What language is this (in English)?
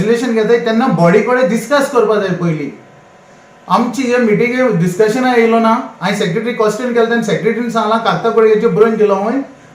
Konkani